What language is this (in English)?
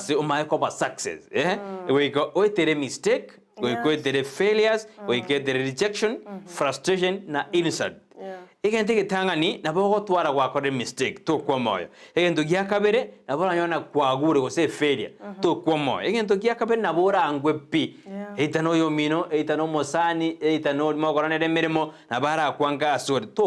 Gusii